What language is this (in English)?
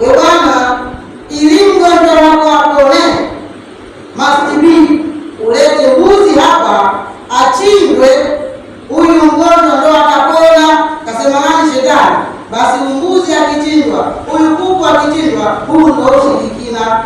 Swahili